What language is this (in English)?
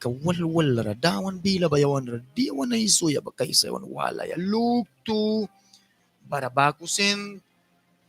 Mískito